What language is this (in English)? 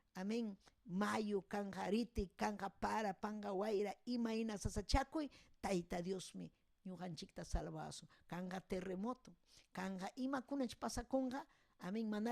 Ayacucho Quechua